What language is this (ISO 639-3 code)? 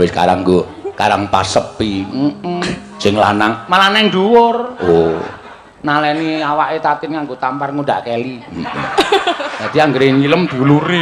jav